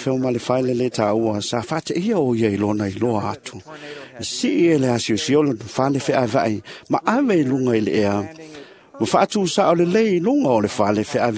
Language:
Samoan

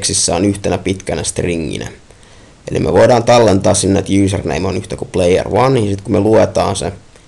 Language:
Finnish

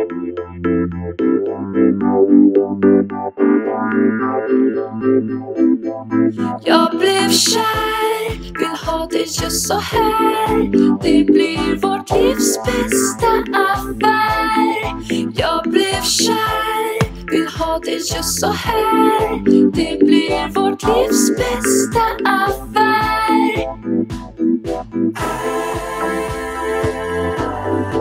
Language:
Swedish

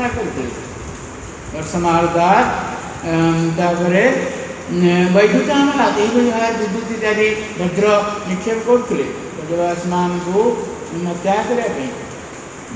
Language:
Odia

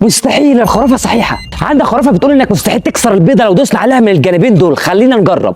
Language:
Egyptian Arabic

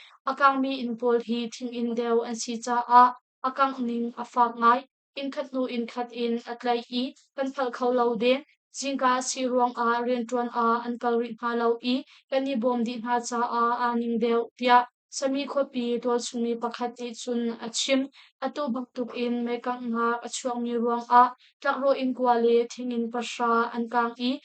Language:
Hakha Chin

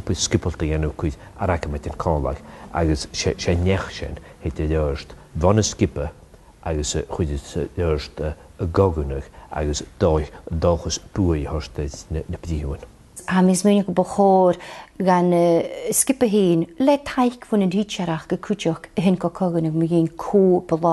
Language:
Scottish Gaelic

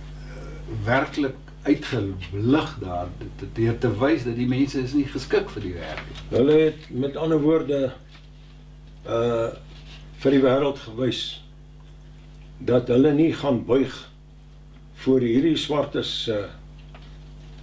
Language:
Afrikaans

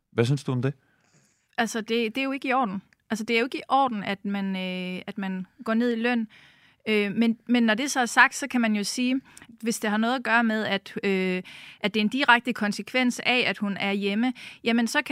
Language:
Danish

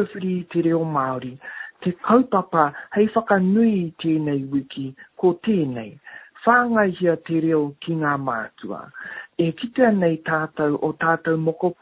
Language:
Māori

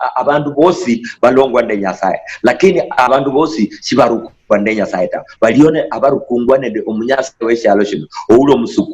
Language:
Luyia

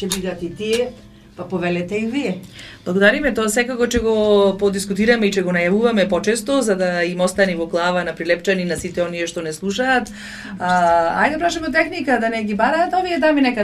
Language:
Macedonian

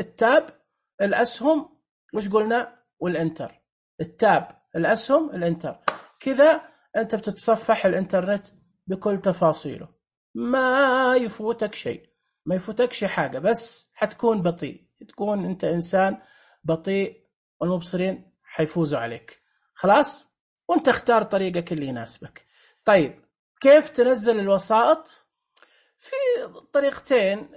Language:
Najdi Arabic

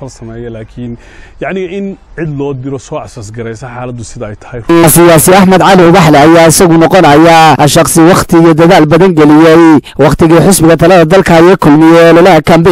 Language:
Somali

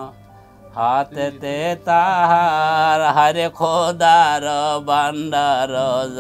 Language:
Bangla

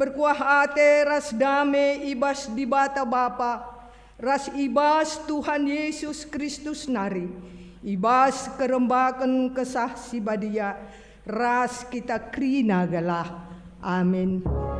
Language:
Batak Karo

